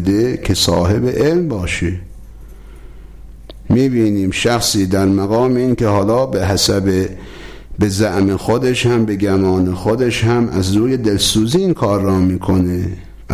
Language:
Persian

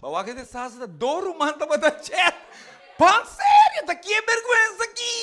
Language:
Papiamento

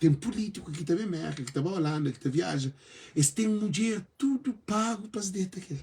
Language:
Kabuverdianu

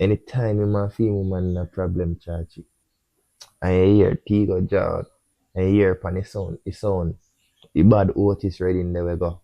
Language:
Jamaican Creole English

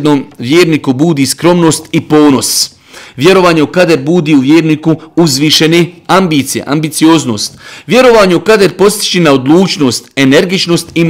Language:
Bosnian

